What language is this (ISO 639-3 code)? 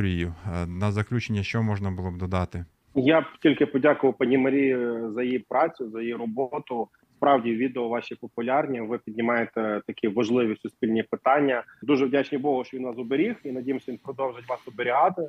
ukr